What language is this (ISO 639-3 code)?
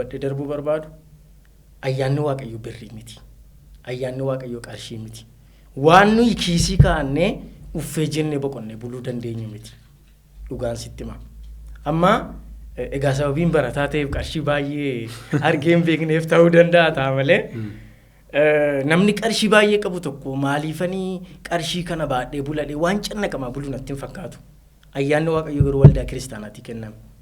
orm